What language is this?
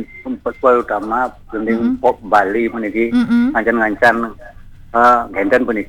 Balinese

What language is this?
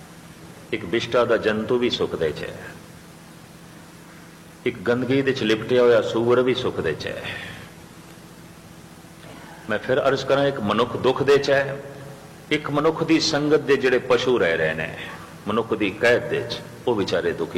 Punjabi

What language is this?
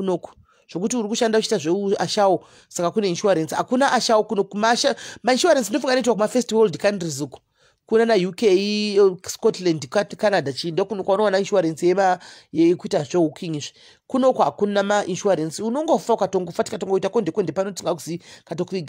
Shona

